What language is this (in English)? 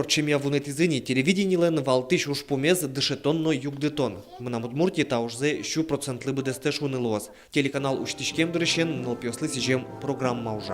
Udmurt